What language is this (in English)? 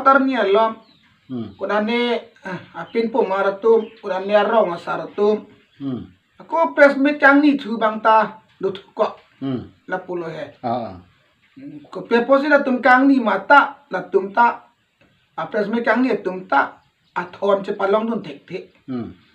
Karbi